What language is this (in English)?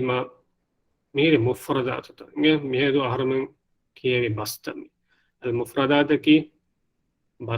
Divehi